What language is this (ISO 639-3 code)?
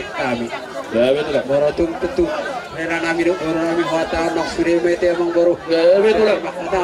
bbc